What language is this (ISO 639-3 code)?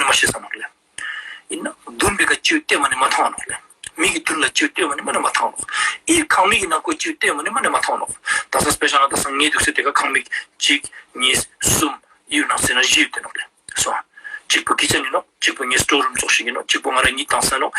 lbj